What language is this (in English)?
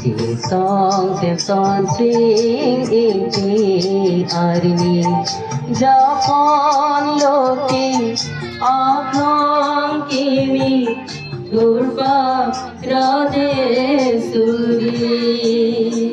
Karbi